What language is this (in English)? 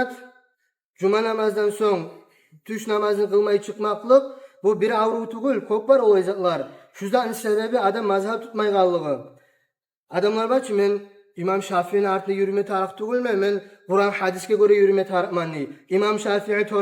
Kumyk